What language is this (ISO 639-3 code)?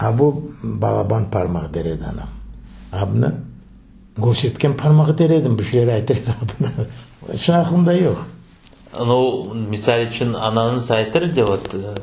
crh